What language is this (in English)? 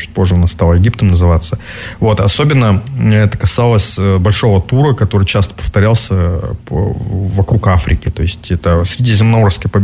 Russian